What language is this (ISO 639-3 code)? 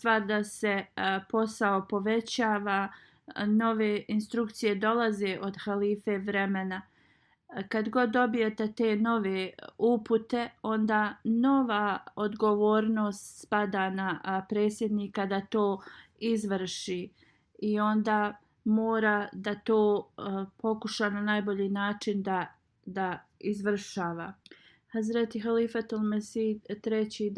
bos